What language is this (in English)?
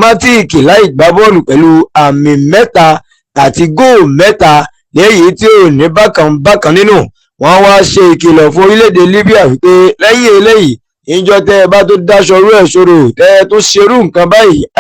Yoruba